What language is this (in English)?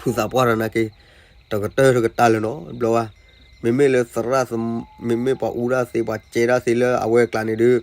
S'gaw Karen